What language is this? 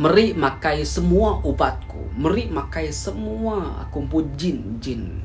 Iban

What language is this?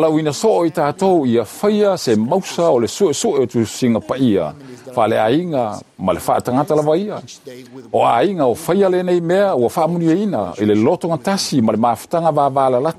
Samoan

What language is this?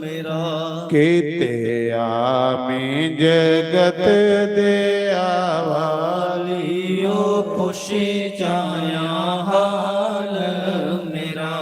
Dogri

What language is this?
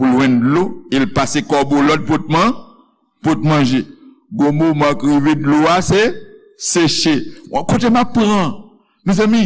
Haitian Creole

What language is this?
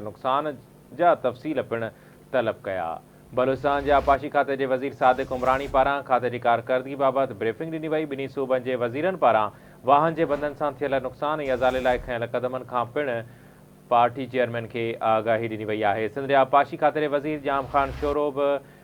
Sindhi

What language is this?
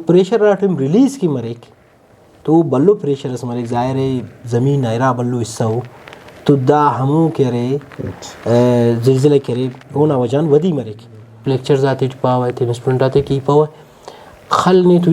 Brahui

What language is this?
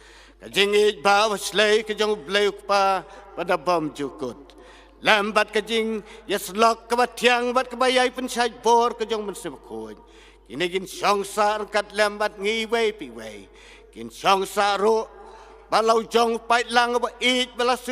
Khasi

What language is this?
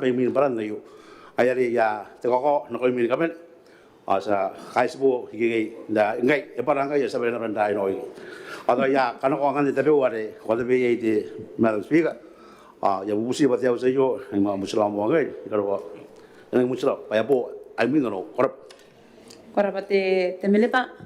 Gilbertese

